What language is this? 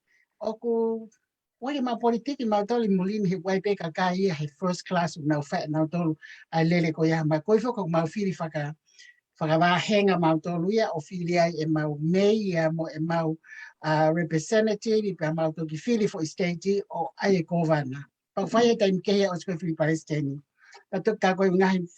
Tongan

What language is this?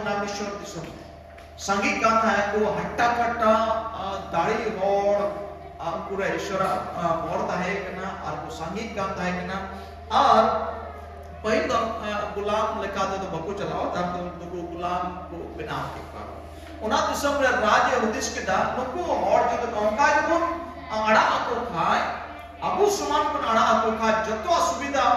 Santali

